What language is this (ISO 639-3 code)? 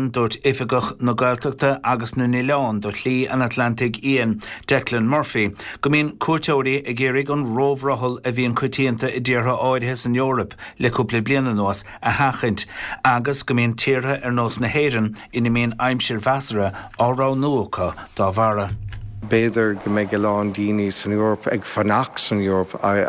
gle